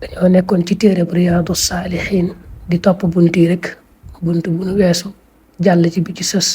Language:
Wolof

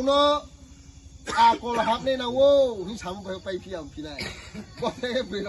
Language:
Riang (India)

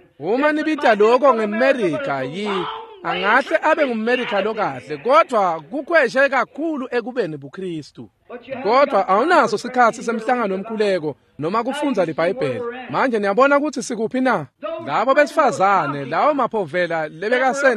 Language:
Swati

